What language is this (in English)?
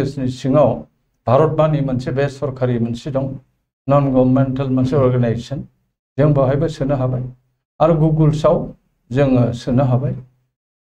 Bodo